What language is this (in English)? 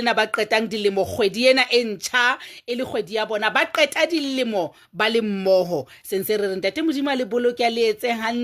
Southern Sotho